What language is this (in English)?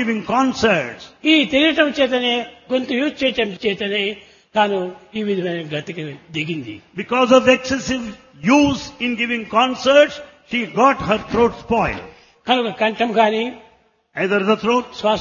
Telugu